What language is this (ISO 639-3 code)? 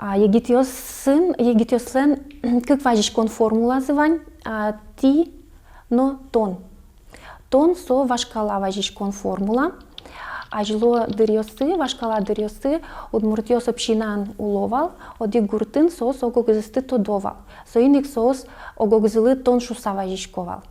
udm